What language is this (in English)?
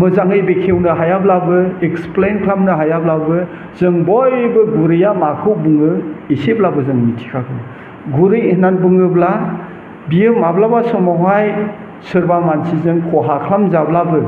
Bodo